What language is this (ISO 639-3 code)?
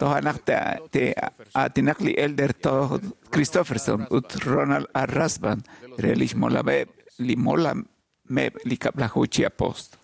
kek